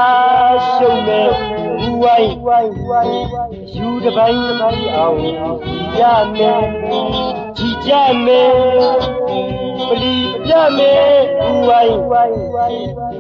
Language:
Burmese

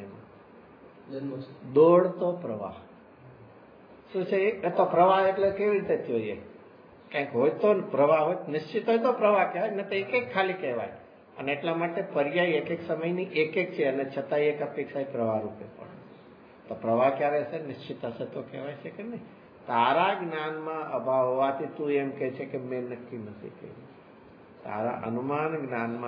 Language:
Gujarati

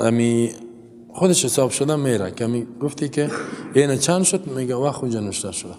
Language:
Persian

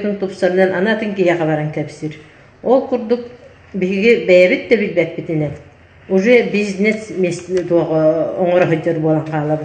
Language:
Yakut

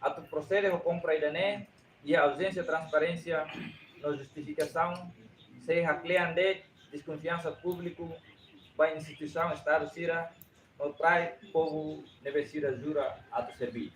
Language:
Tetum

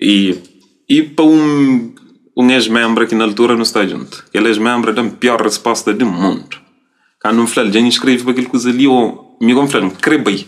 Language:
Kabuverdianu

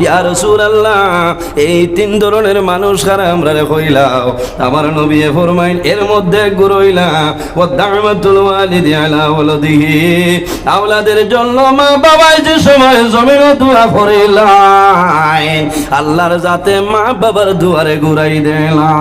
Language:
Sylheti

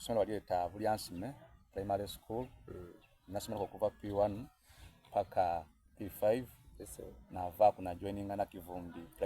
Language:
Soga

